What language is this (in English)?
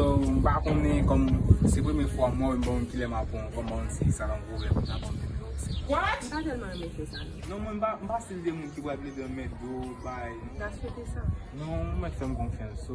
Haitian Creole